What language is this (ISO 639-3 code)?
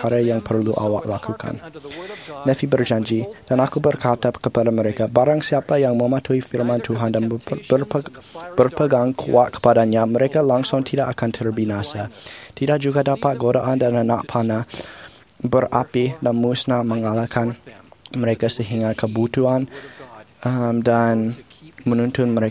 msa